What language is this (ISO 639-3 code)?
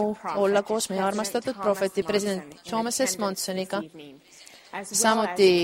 est